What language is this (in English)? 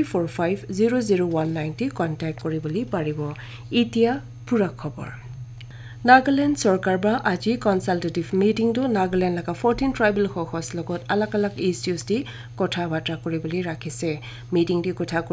Naga Pidgin